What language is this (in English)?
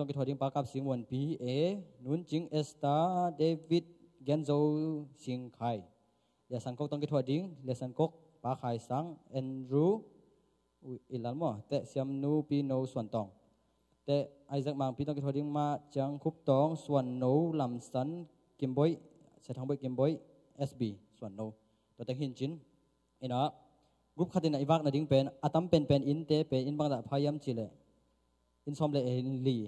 Tedim Chin